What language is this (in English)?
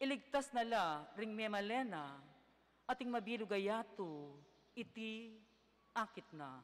Pampanga